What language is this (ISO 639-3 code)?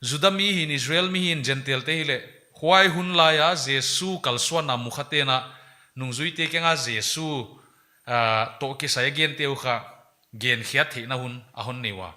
pck